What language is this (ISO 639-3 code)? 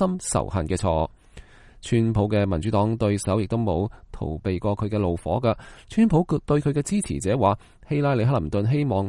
yue